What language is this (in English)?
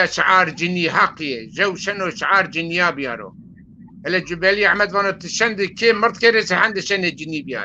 Zaza